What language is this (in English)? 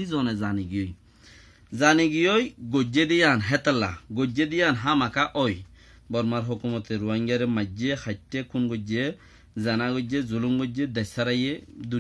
Rohingya